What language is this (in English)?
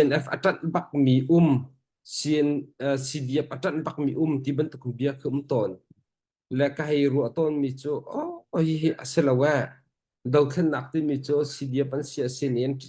Hakha Chin